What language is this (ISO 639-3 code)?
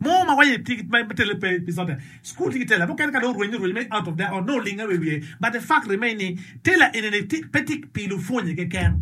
ach